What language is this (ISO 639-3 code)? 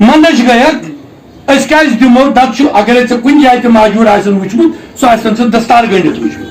kas